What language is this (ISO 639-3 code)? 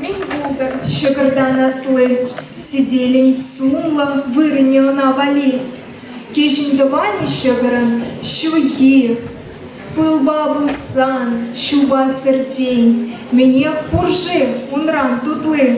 chv